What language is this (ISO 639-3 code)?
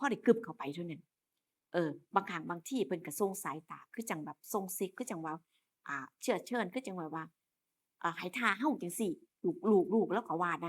tts